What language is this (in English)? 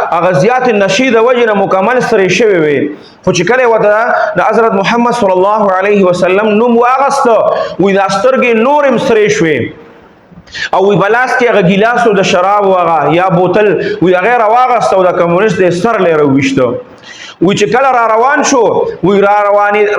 Pashto